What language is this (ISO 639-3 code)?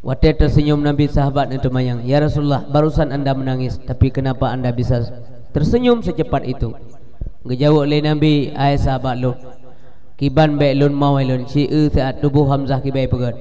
ace